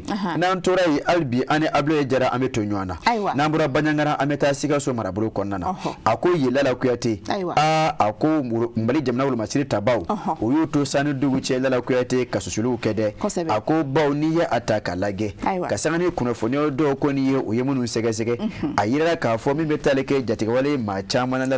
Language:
Bambara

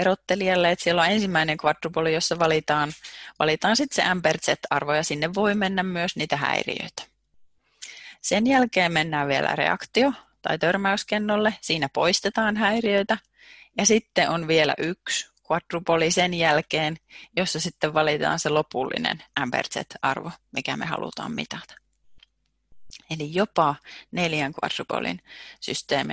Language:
Finnish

